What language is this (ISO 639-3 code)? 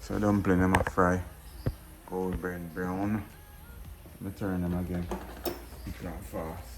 jam